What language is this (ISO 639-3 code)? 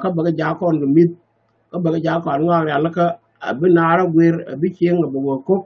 nus